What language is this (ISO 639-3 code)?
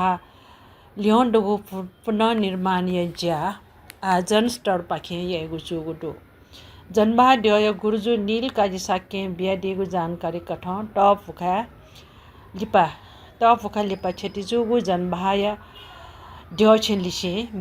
new